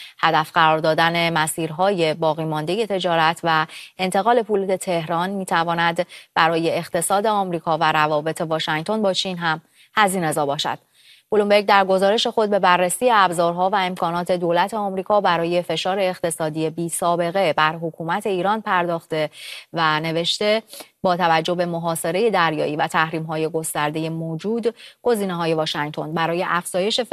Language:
Persian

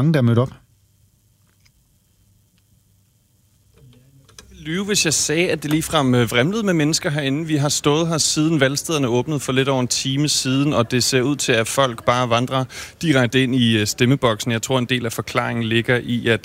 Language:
Danish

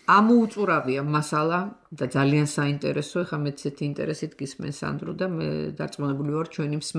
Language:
Georgian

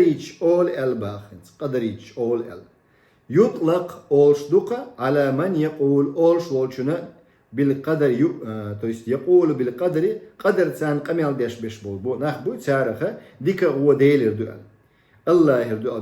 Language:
Chechen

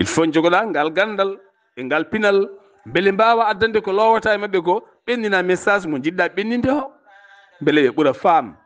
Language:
Fula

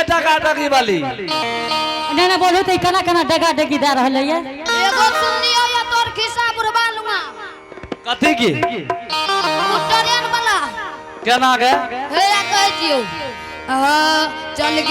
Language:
Angika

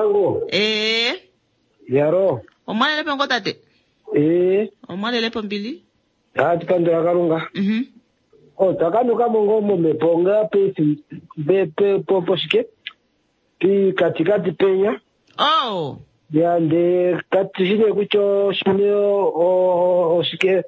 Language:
Kuanyama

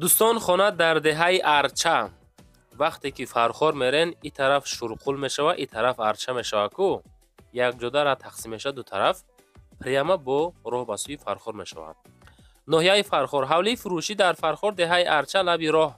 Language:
Tajik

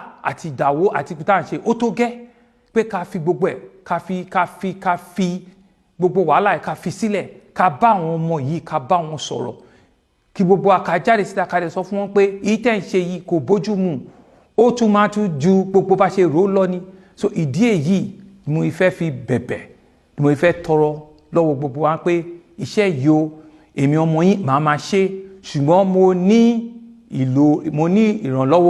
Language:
Yoruba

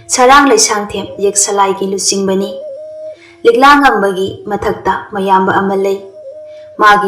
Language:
Manipuri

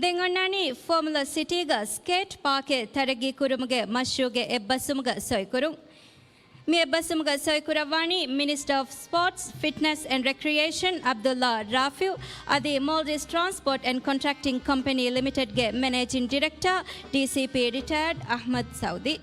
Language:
Divehi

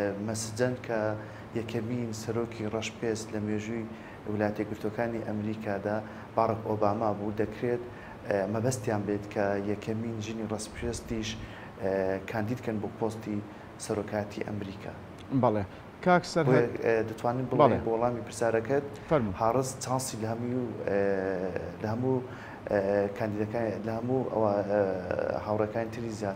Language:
Central Kurdish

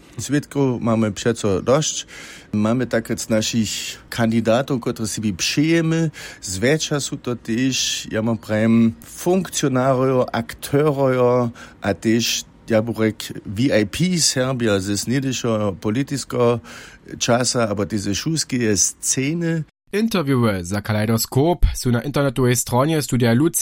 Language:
Upper Sorbian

